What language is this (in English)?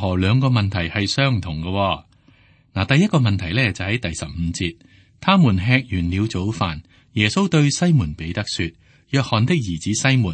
Cantonese